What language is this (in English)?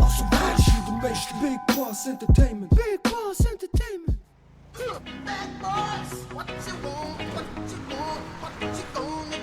Swiss German